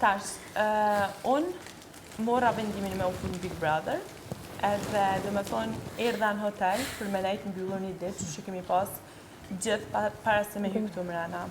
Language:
Albanian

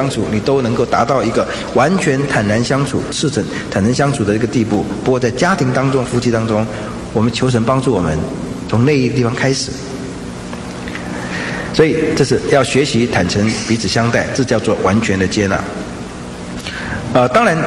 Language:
Chinese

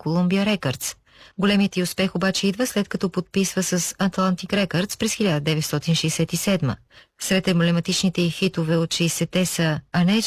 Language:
Bulgarian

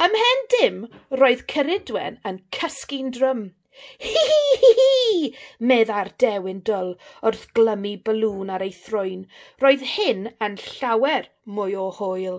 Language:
Welsh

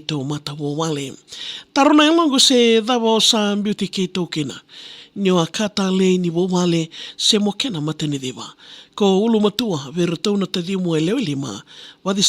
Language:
Fijian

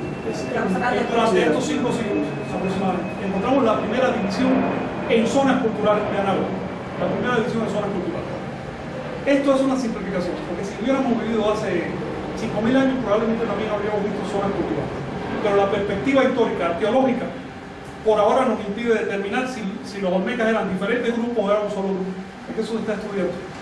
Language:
Spanish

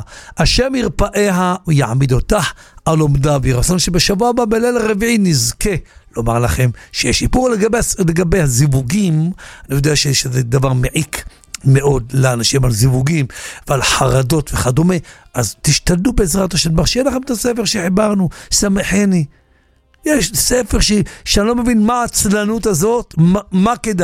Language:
Hebrew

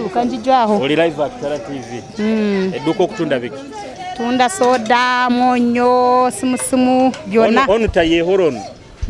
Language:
Nyoro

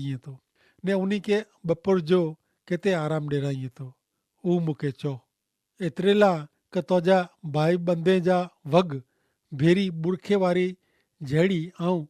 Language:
Kachhi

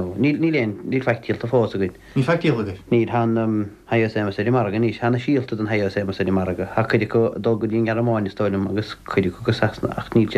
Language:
Irish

